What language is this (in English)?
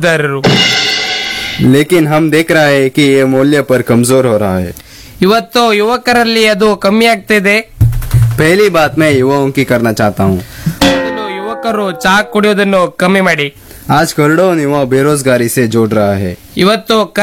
Kannada